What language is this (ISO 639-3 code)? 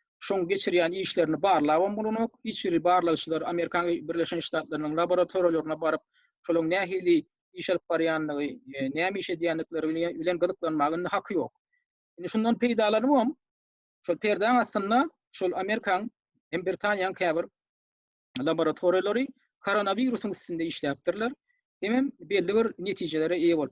tuk